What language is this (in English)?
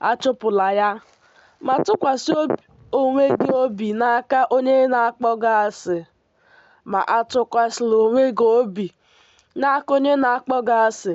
Igbo